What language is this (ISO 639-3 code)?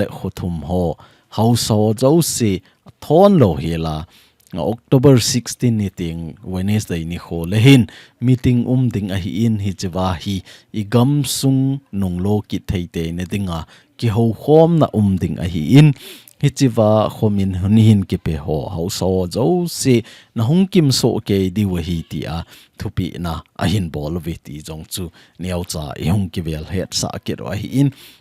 tcz